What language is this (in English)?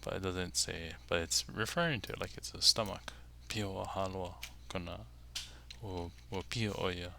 Hawaiian